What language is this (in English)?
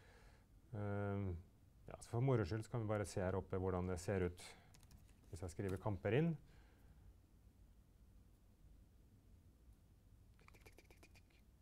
Norwegian